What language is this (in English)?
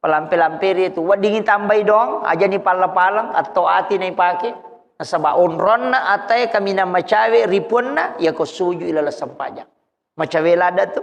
Buginese